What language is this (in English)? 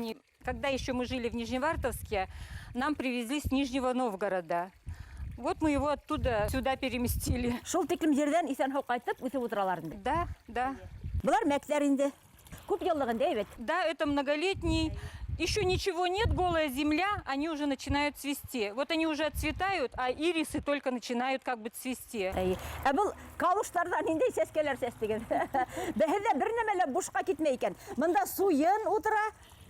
Bashkir